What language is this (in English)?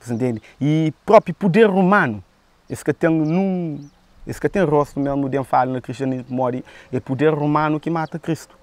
Kabuverdianu